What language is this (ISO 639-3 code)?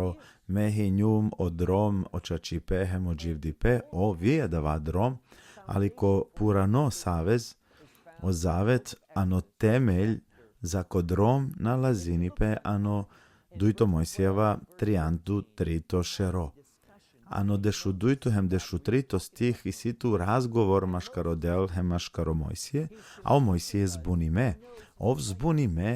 rmn